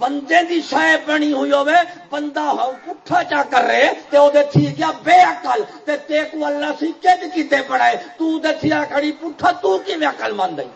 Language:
Saraiki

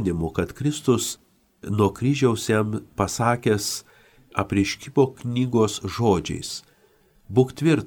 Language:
Lithuanian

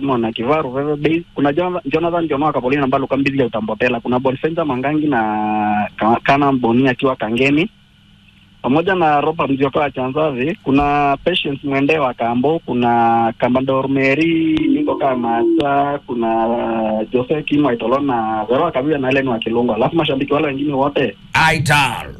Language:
Kamba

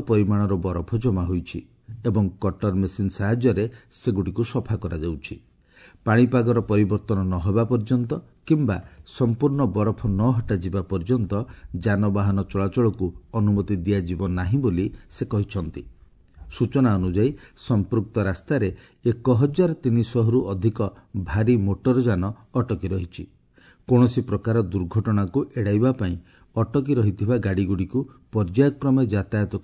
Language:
Odia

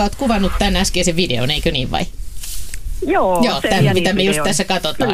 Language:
Finnish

